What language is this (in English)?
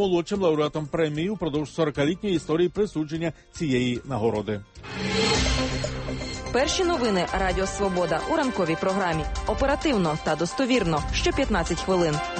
Ukrainian